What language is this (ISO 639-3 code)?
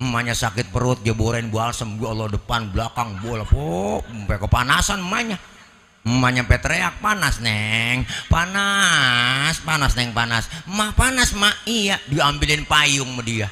bew